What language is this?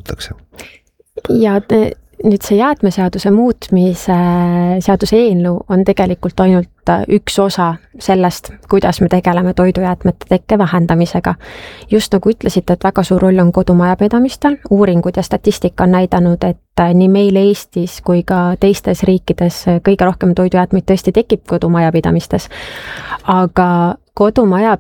Estonian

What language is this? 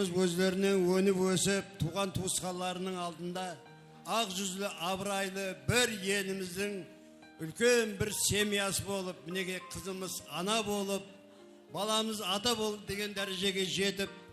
Kara-Kalpak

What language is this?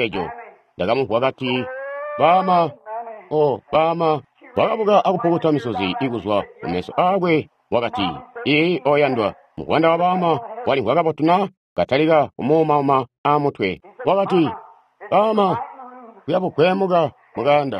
Tonga (Zambia)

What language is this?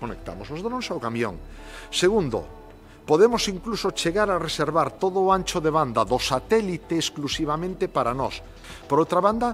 Galician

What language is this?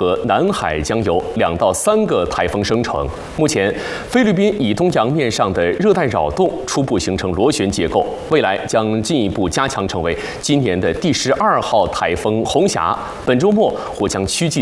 Chinese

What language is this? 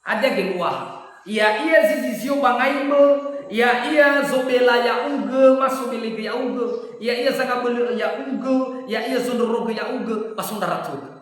Nias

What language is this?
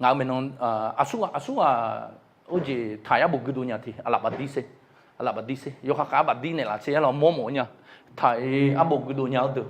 Akha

